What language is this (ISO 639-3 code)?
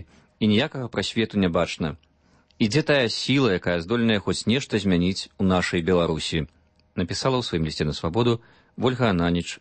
bel